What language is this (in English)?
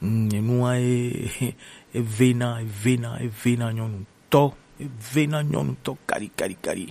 Gen